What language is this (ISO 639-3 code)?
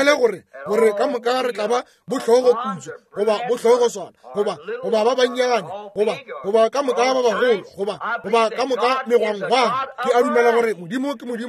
nso